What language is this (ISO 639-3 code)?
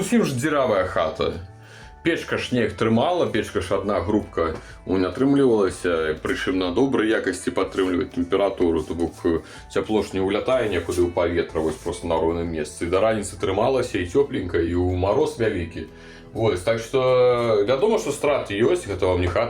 bel